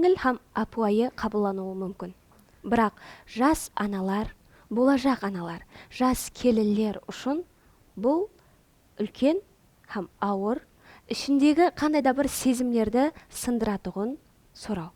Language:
Kara-Kalpak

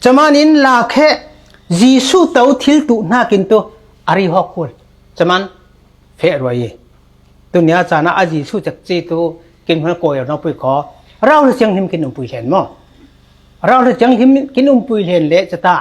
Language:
Falam Chin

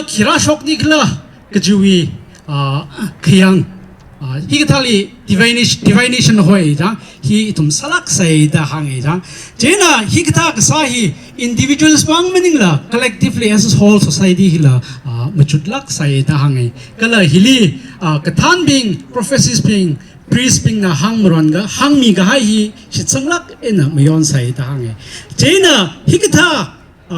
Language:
Tangkhul Naga (India)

